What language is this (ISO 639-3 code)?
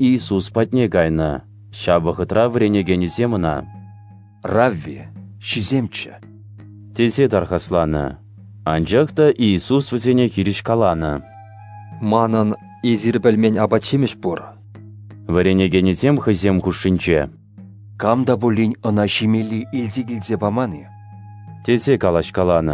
chv